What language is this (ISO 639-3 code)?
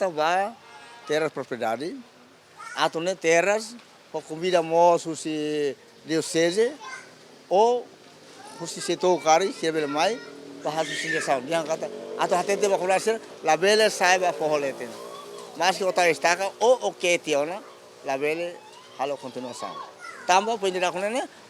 tet